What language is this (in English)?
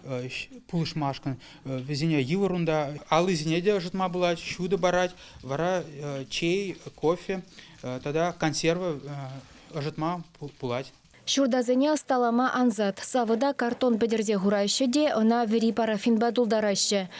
Chuvash